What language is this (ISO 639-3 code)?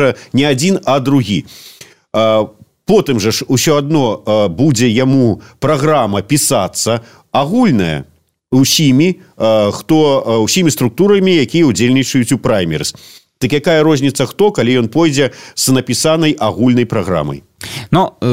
bel